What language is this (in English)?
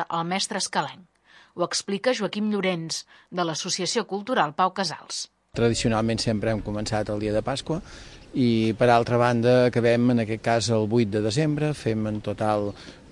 Catalan